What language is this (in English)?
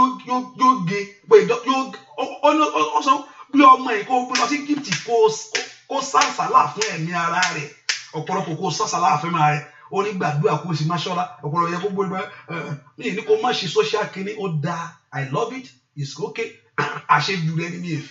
Yoruba